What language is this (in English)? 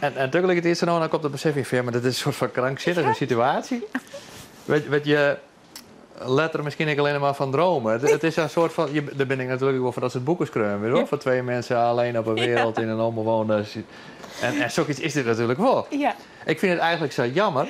Western Frisian